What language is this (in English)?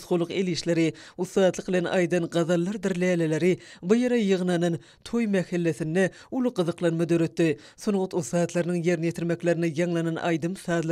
Turkmen